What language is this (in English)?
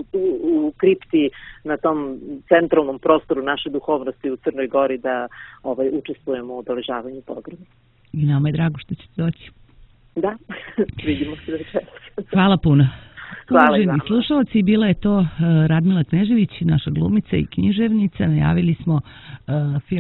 Serbian